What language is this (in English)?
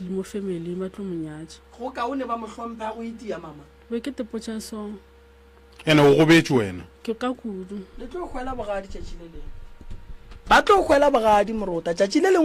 Northern Sotho